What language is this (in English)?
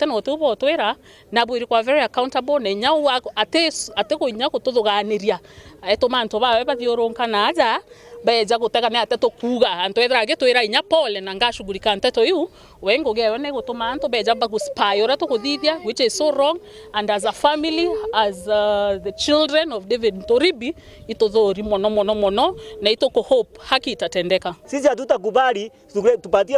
Meru